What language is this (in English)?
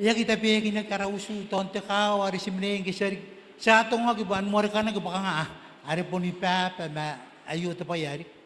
Gilbertese